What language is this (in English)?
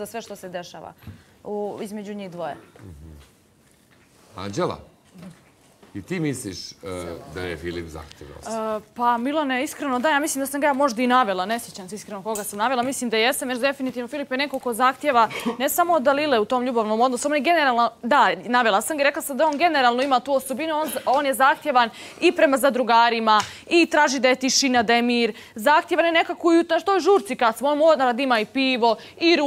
Serbian